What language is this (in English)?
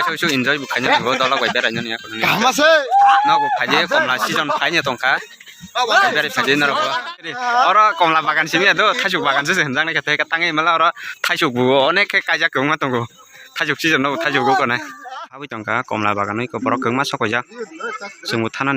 Kok Borok